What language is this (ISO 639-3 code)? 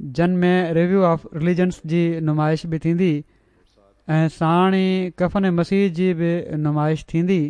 snd